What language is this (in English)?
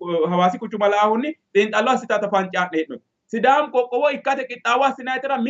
Sidamo